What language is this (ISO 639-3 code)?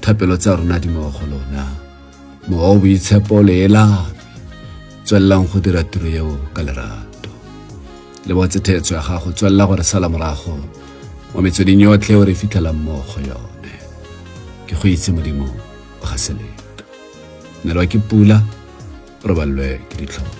tsn